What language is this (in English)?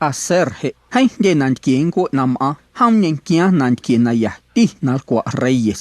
Guerrero Amuzgo